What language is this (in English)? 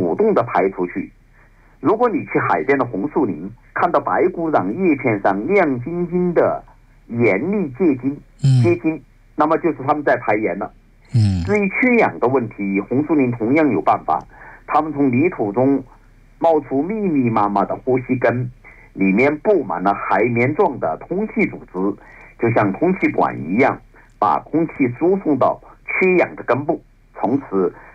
Chinese